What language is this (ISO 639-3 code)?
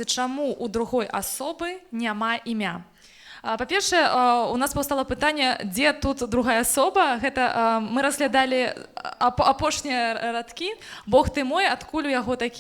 bel